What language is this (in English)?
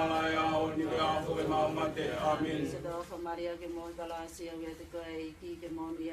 Tongan